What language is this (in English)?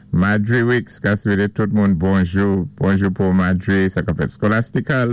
Saint Lucian Creole French